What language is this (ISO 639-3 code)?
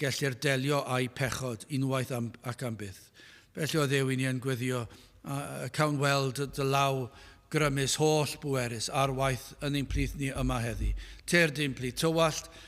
cym